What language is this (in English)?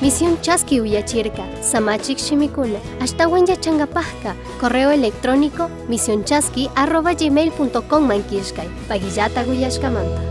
Chimborazo Highland Quichua